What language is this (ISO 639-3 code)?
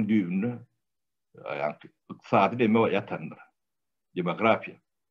tuk